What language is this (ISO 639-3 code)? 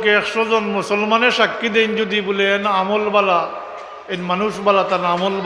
syl